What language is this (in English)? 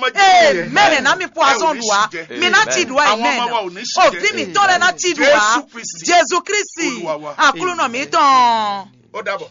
Fon